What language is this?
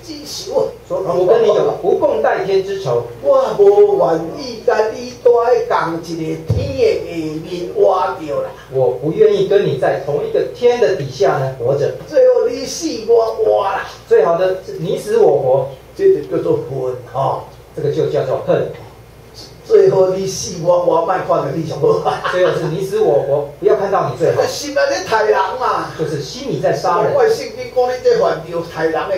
Chinese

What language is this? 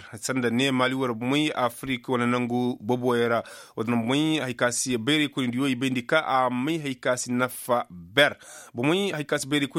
Koyraboro Senni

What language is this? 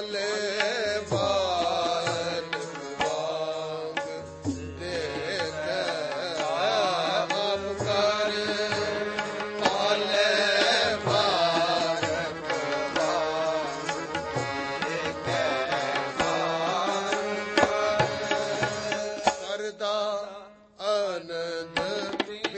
Punjabi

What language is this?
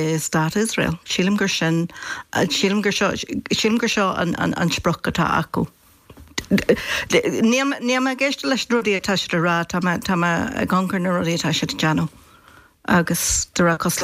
Irish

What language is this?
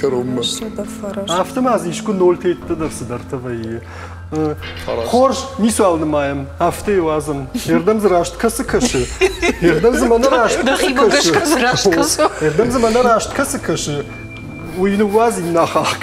Ossetic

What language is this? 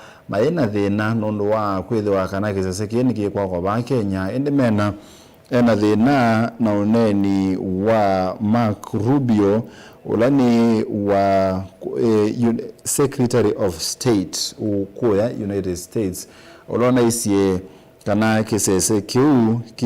Kamba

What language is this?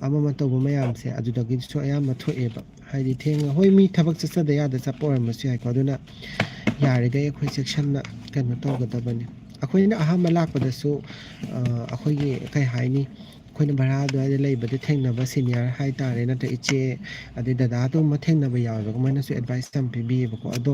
Manipuri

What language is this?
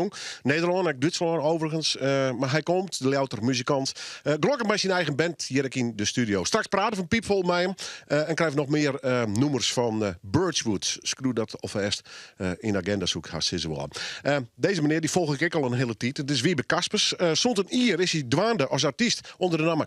Western Frisian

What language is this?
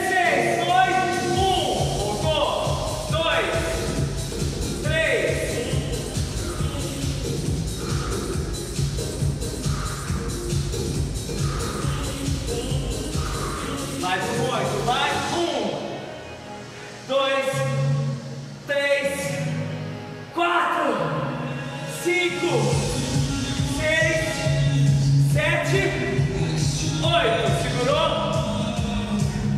Portuguese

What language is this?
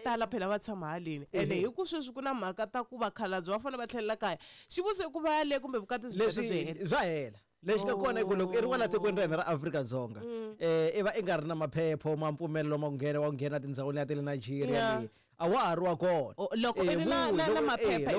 Tsonga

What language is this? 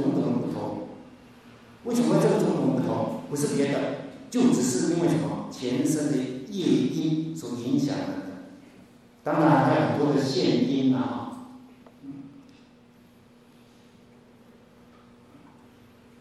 Chinese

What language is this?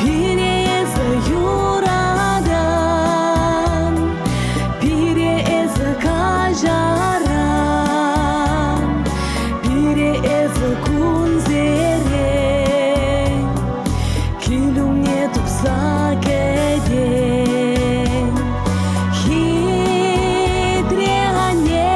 Chuvash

